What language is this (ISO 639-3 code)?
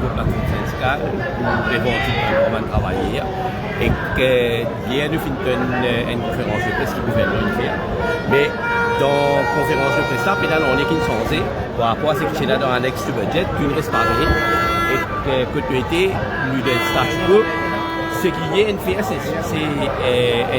mfe